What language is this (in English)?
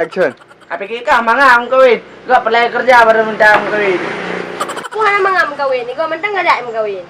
Achinese